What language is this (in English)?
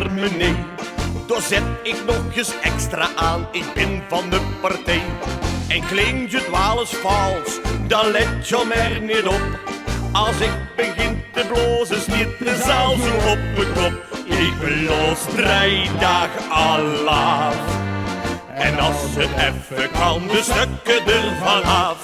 Limburgish